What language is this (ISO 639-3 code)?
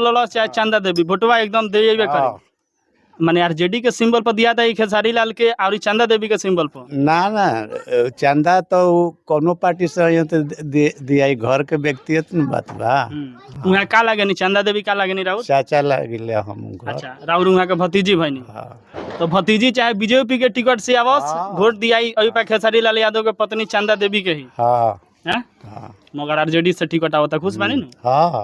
bho